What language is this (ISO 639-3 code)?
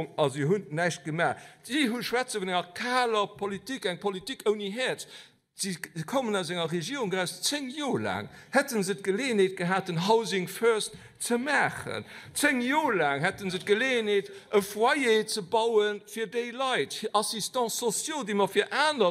ltz